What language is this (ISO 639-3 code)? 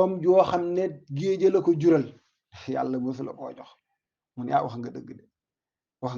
wol